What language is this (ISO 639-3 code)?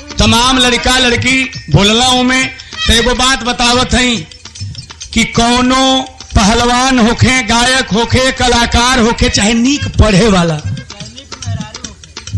bho